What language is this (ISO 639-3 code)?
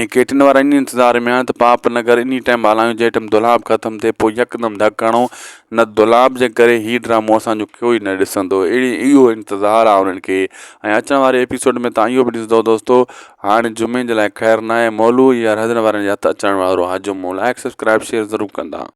snd